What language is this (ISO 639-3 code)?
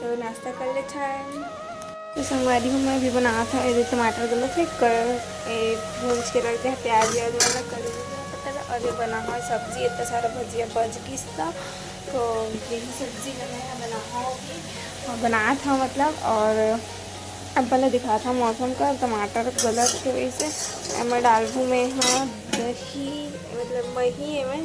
hne